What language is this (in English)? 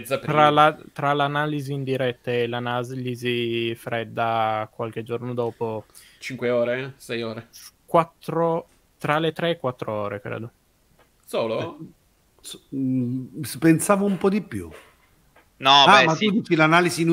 Italian